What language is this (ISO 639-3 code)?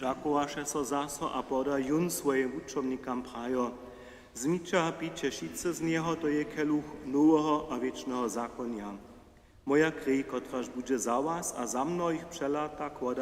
hsb